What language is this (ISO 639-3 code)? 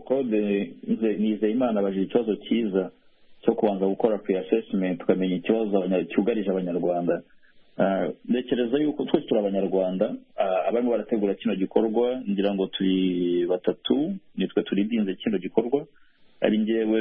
kin